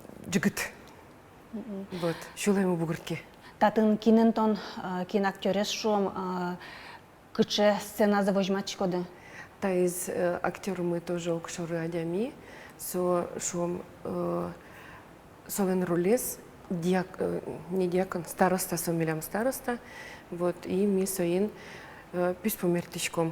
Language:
Udmurt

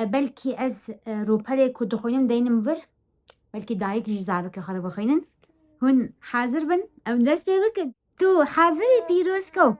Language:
Kurdish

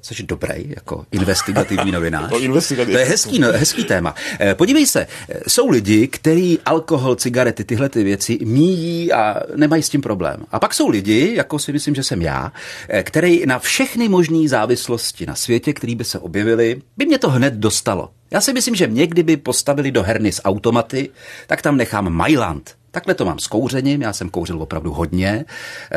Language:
Czech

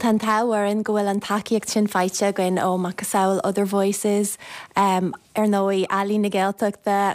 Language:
Irish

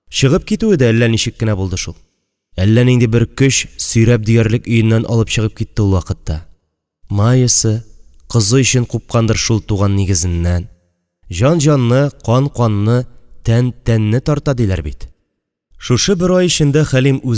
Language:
Tatar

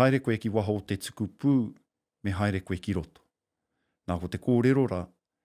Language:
Māori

